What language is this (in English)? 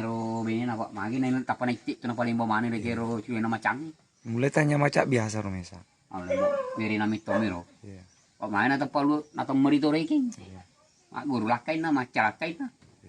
Buginese